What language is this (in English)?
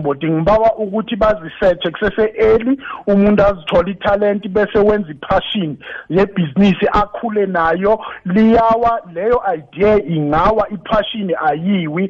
South Ndebele